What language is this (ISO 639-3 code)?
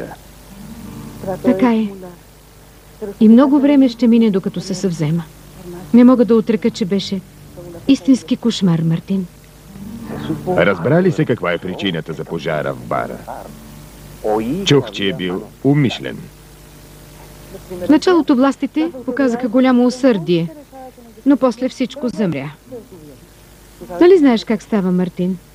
bul